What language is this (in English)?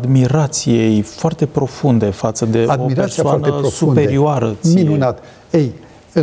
Romanian